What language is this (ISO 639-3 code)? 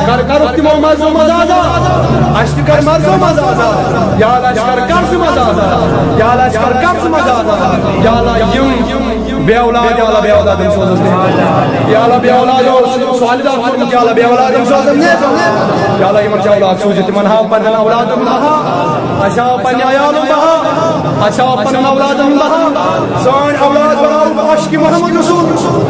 kas